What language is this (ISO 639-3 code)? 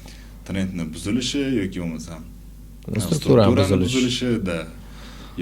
uzb